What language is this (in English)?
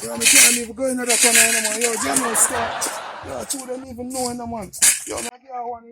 Jamaican Creole English